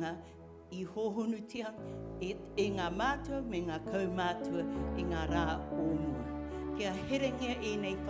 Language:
Māori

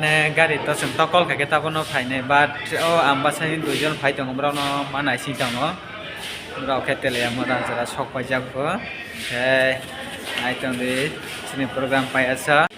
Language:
Kok Borok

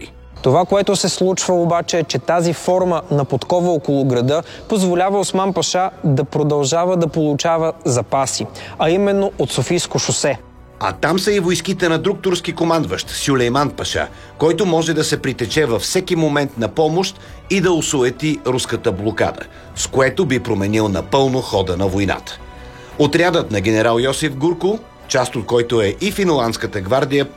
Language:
Bulgarian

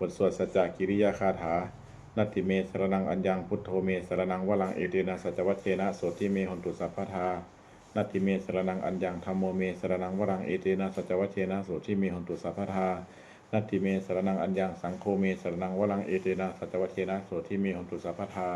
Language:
Pali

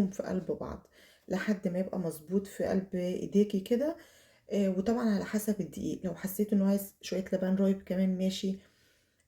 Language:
Egyptian Arabic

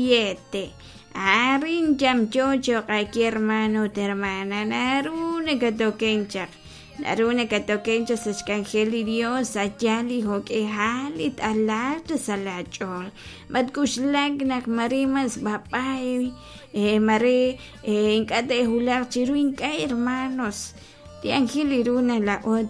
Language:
Kekchí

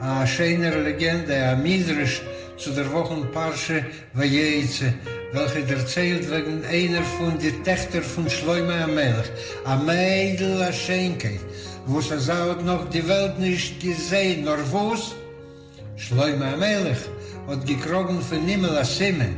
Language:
Yiddish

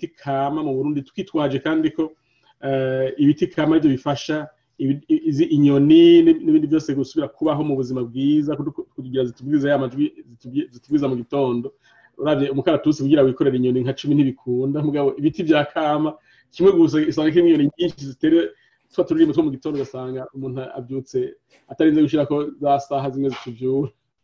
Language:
Rundi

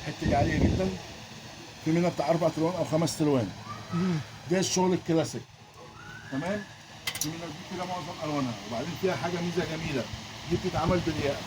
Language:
Egyptian Arabic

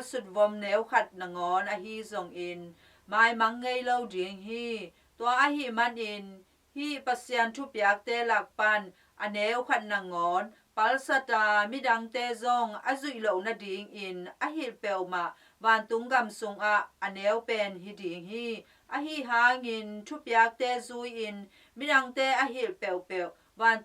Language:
Tedim Chin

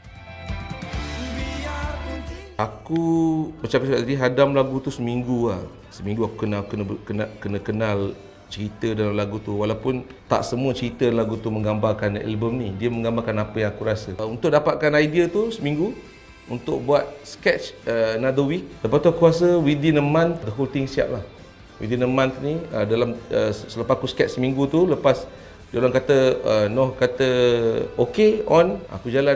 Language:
Malay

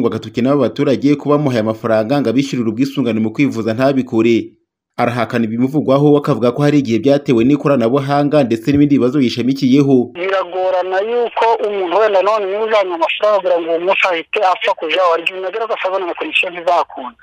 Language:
Kinyarwanda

